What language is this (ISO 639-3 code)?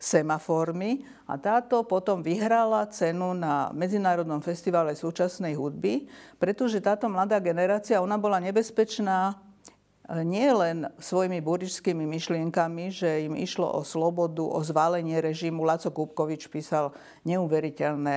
slk